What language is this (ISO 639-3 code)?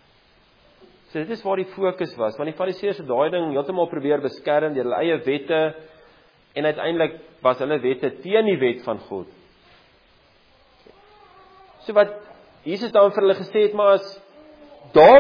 afr